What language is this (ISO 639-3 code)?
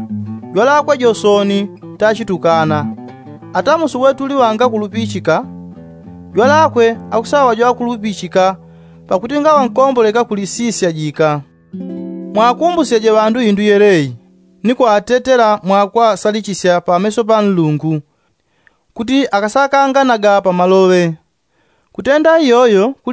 yao